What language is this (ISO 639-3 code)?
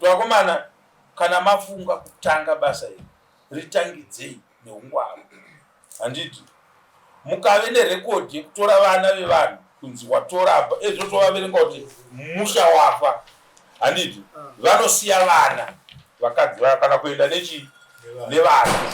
sna